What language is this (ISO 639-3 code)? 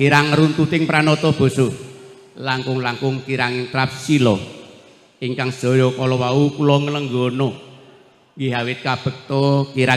jav